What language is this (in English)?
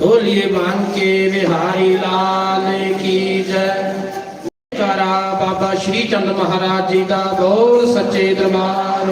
Dogri